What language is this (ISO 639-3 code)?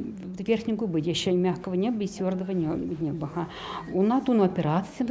chv